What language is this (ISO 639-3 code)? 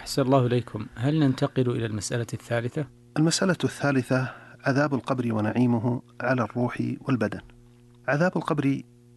ara